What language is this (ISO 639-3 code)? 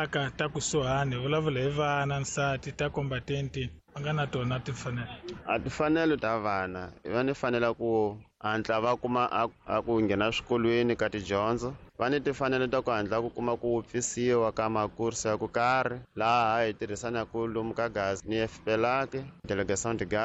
tso